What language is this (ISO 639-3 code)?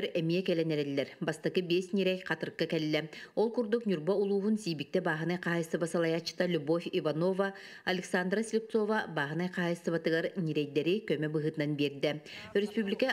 sah